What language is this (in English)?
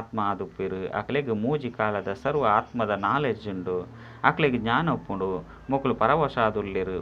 Tulu